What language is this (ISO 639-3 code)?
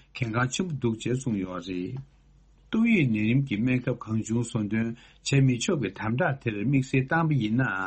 bod